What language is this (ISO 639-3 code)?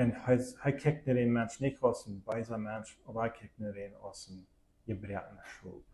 pdt